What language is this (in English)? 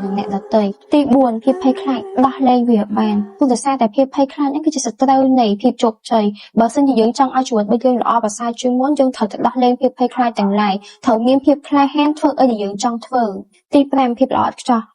Khmer